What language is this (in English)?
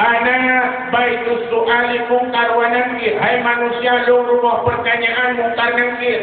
Achinese